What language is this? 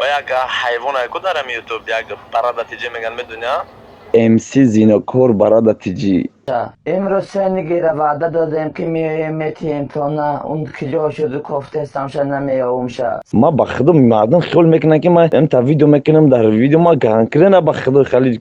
Tajik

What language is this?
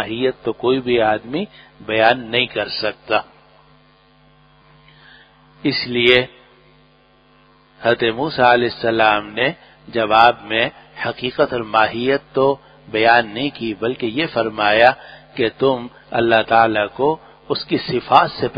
Urdu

